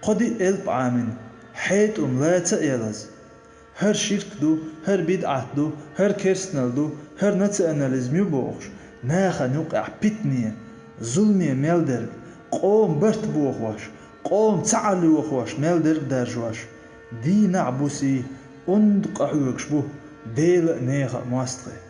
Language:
Chechen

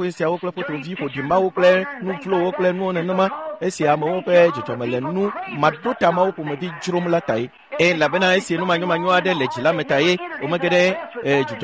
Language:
Ewe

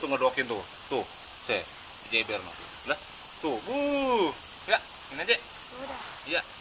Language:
Betawi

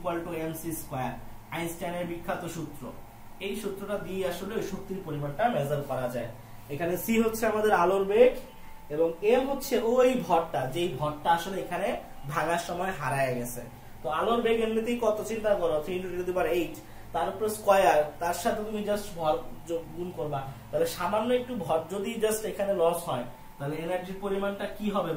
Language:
Bangla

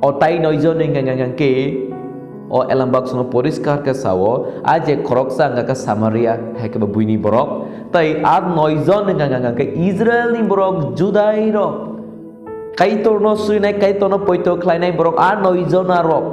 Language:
Kok Borok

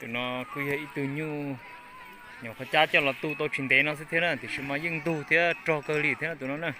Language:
Hmong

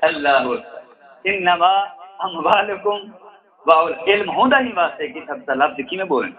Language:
Saraiki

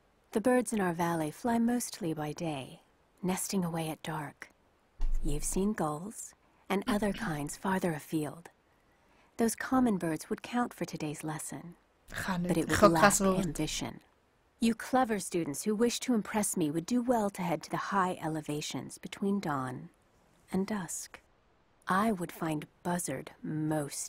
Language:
Swiss German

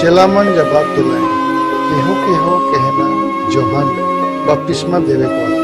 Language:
Sadri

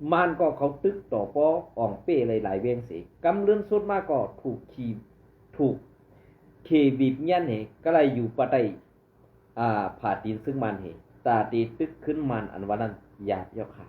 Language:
Shan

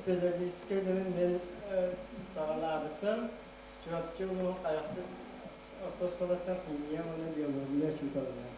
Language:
Yakut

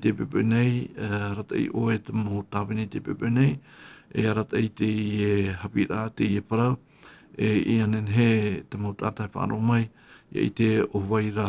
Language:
Tahitian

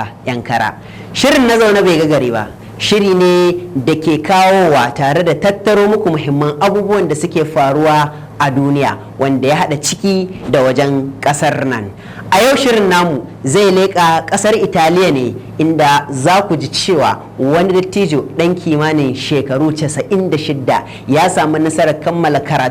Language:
Hausa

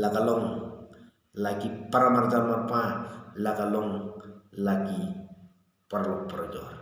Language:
Khasi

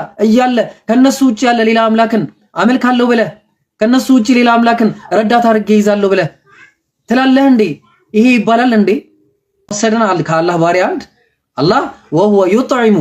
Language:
Amharic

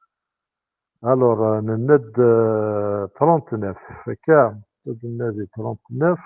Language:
Kabyle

